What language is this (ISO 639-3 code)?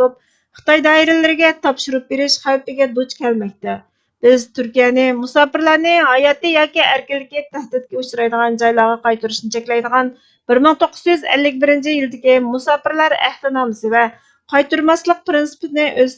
uig